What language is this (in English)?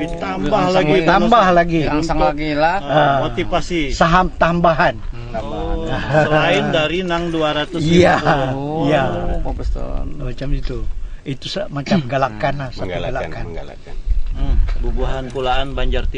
Banjar